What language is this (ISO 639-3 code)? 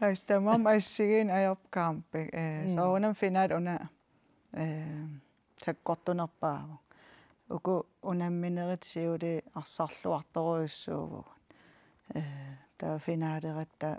kal